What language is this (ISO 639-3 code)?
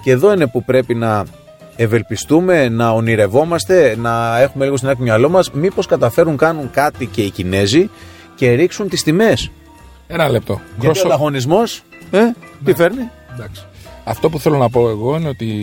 ell